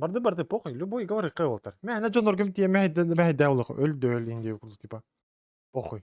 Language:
Yakut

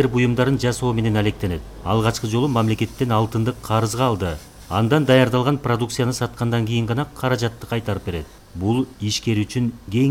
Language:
Kyrgyz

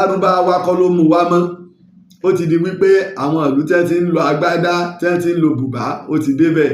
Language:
Yoruba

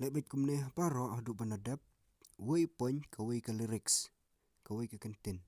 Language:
Khasi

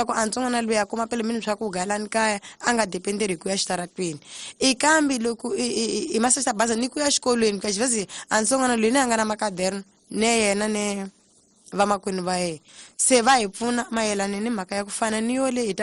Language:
Tsonga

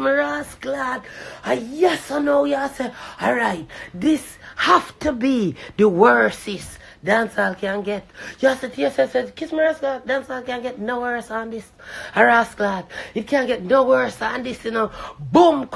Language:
Jamaican Creole English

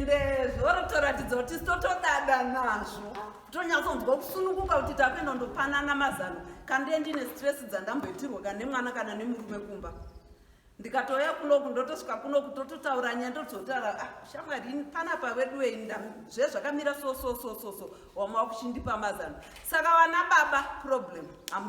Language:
Shona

